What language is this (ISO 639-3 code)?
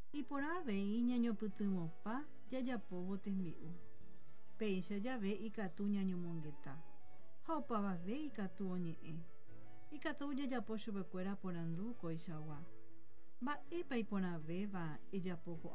grn